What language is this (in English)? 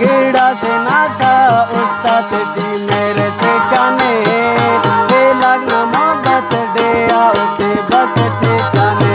Brahui